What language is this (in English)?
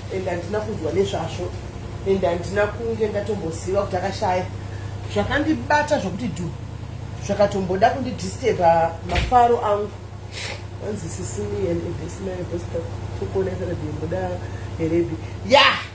Shona